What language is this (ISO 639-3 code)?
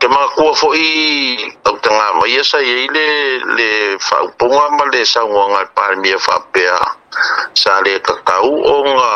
smo